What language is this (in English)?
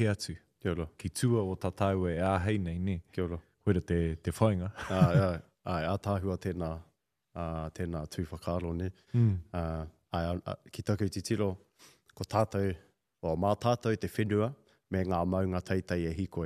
Māori